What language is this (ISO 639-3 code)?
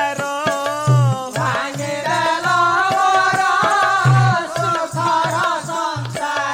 ori